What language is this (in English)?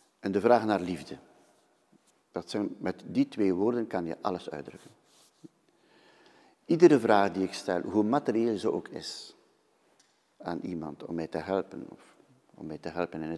Dutch